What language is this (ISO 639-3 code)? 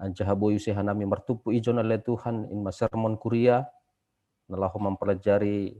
bts